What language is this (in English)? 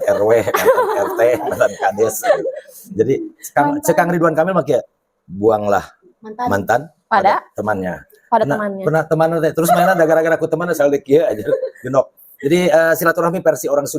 Sundanese